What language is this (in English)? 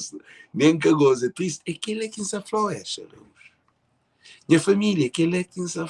Kabuverdianu